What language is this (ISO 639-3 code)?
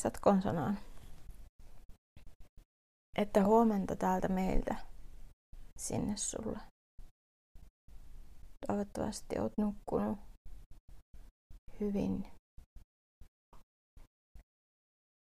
fin